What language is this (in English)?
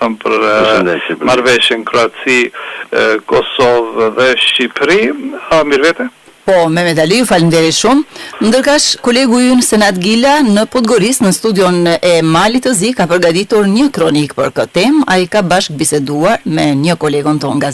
Albanian